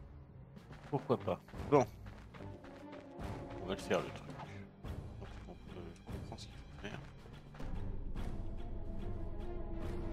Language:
French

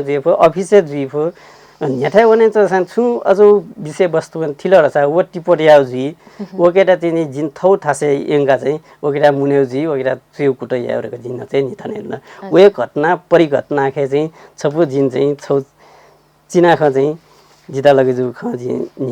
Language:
Newari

